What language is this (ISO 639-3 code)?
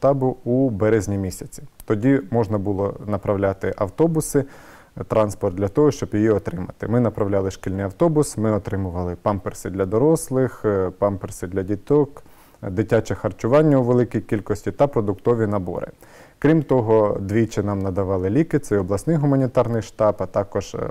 ukr